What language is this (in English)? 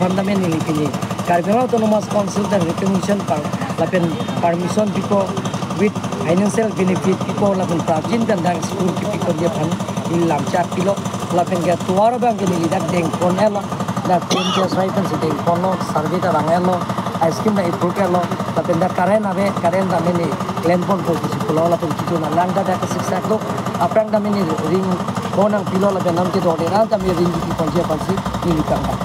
Karbi